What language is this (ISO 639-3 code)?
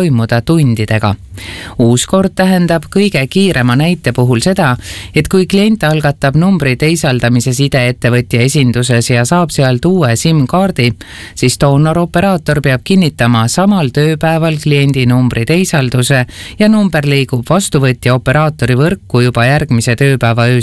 est